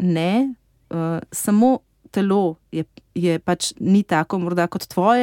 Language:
Slovenian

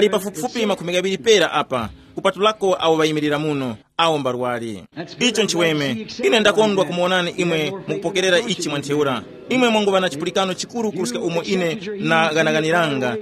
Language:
Tumbuka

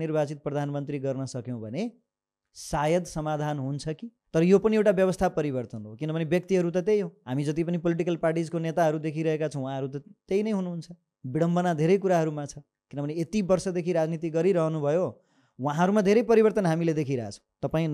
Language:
Nepali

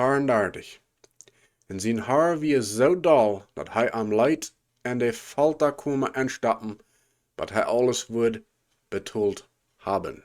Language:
Plautdietsch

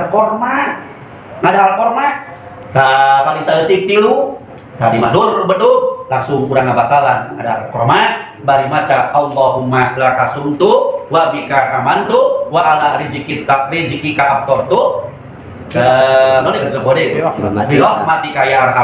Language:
Sundanese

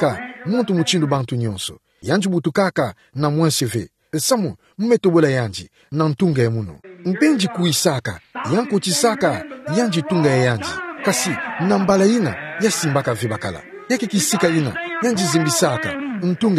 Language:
Kituba (Democratic Republic of Congo)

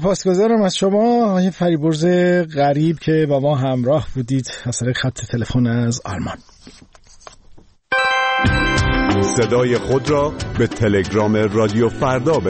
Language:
Persian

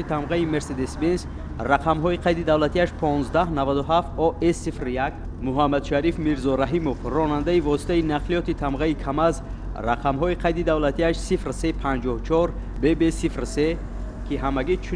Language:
Tajik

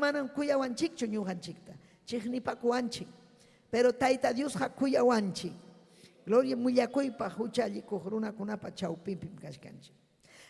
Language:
Ayacucho Quechua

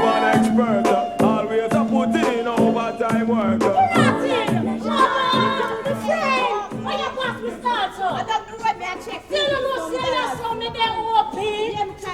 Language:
Jamaican Creole English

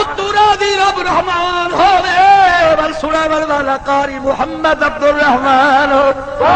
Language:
Saraiki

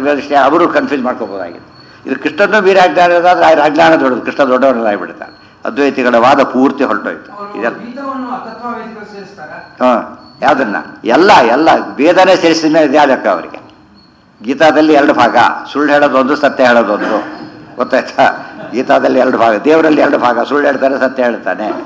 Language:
Kannada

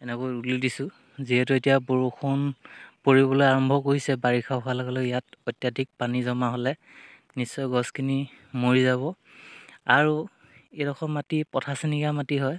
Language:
Assamese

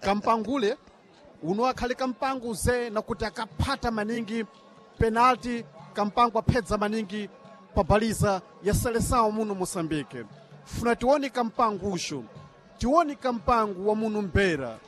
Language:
Sena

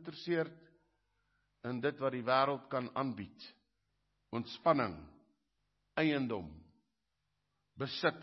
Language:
Afrikaans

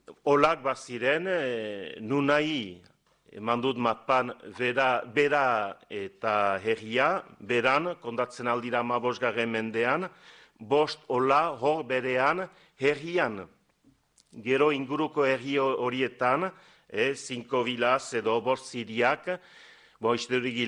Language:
Basque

